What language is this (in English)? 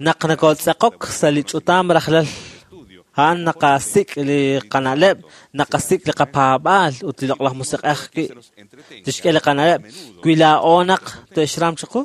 Kekchí